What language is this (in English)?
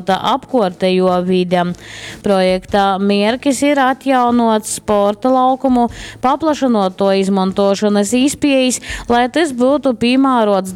Latgalian